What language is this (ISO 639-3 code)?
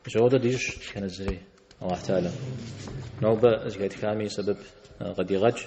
kbd